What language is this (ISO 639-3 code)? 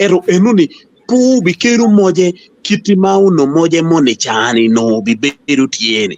ach